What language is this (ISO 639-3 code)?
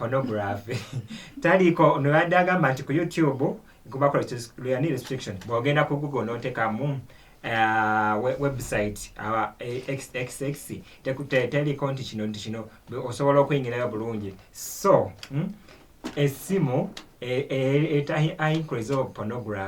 lug